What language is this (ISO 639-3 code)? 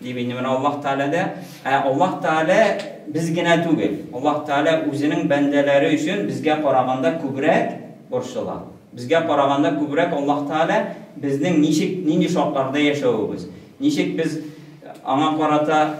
tat